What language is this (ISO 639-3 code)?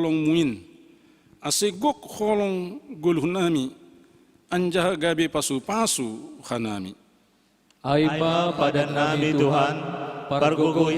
bts